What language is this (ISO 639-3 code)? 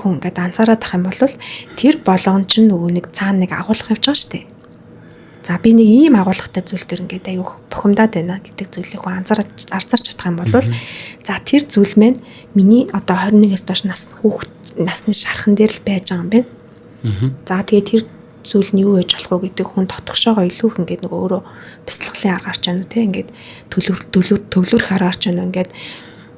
mon